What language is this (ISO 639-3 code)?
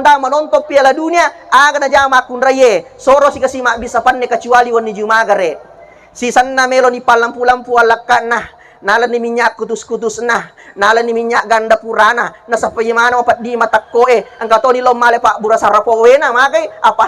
bug